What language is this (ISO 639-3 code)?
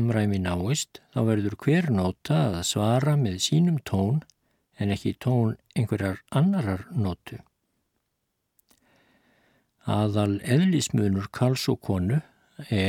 isl